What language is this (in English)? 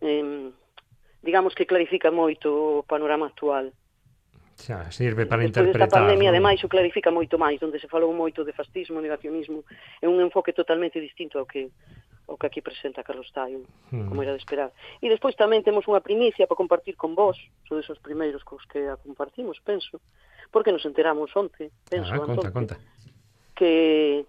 Galician